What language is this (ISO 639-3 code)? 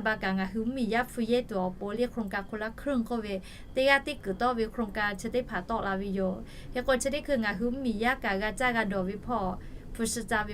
lhu